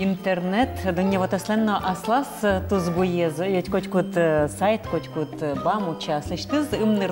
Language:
Udmurt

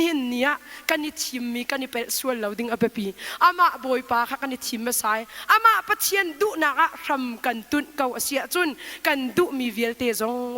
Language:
Hakha Chin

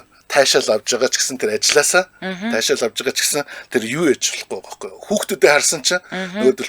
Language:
Mongolian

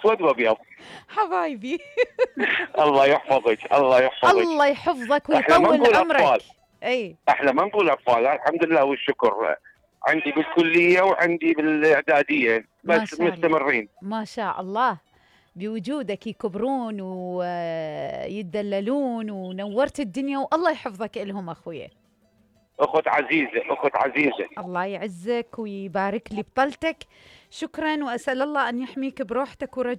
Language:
Mesopotamian Arabic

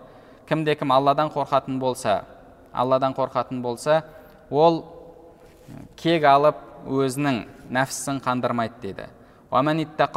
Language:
Kazakh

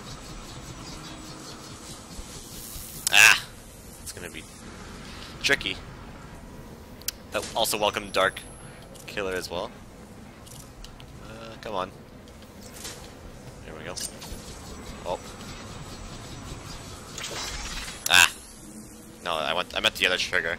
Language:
English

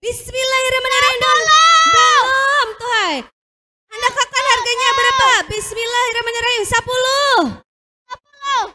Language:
Banjar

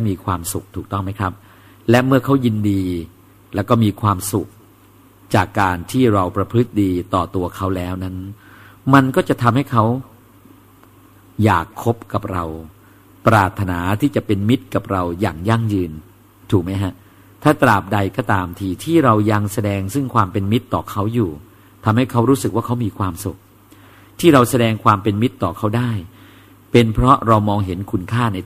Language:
Thai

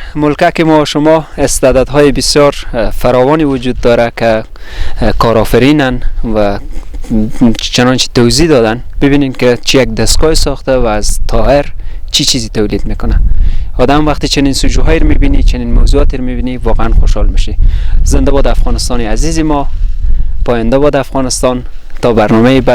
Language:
Persian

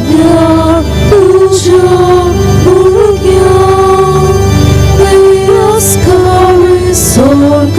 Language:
Konkani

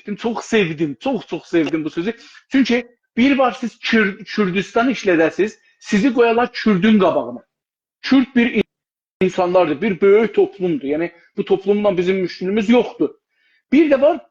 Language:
South Azerbaijani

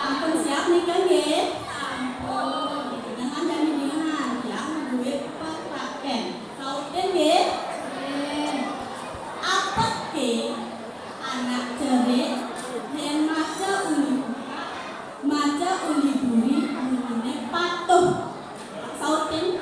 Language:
Balinese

